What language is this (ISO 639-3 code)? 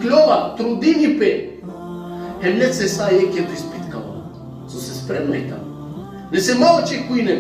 rmn